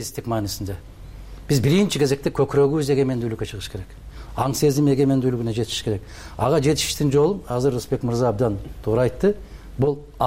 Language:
Kyrgyz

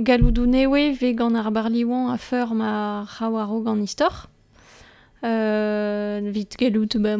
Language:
Breton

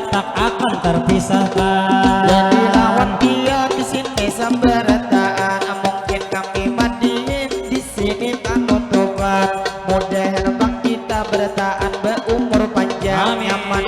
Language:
Banjar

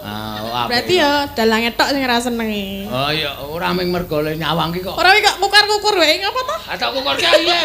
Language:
Javanese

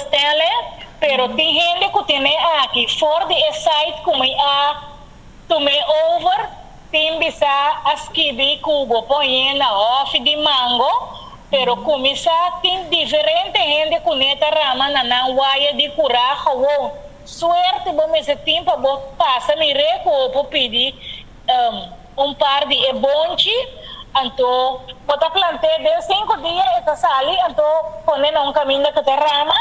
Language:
Papiamento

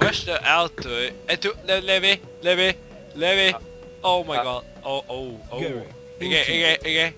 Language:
Faroese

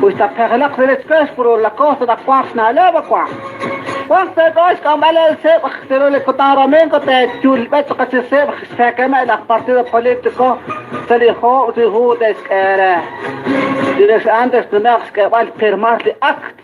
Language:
Kekchí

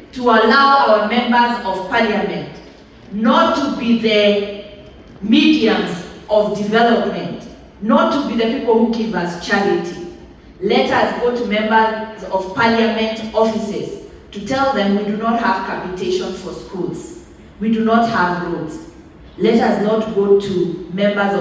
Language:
Gusii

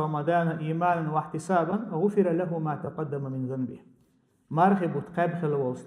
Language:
Chechen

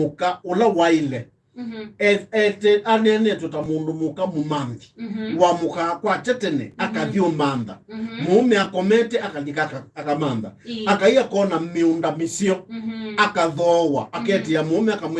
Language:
Kamba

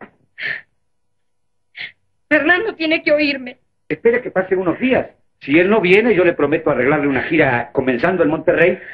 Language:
Spanish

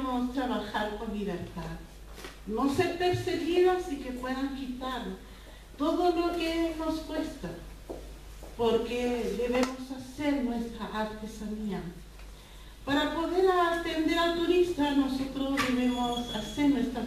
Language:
Spanish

